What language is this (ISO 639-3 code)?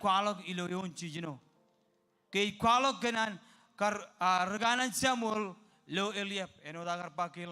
mah